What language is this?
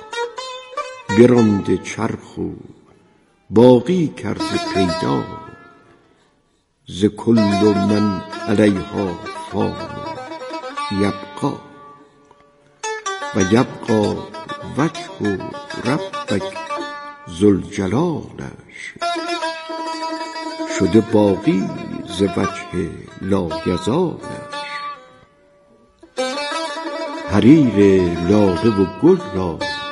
Persian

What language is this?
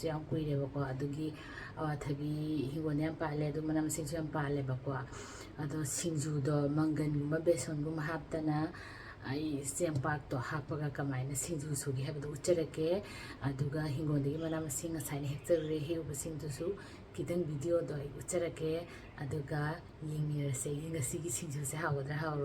Manipuri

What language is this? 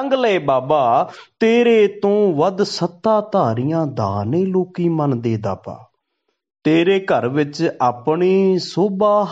Punjabi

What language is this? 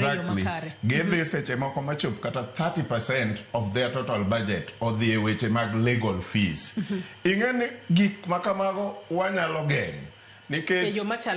Luo (Kenya and Tanzania)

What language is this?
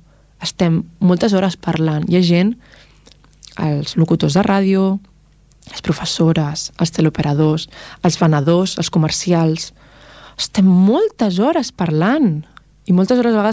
Catalan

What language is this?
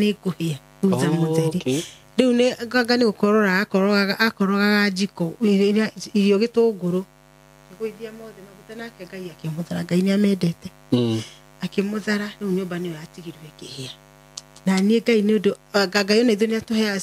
Kikuyu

